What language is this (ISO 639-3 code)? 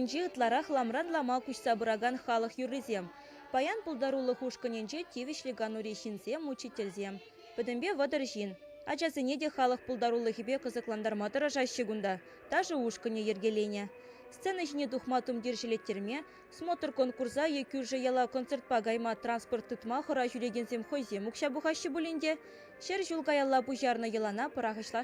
chv